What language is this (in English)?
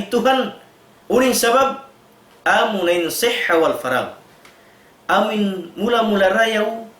Tausug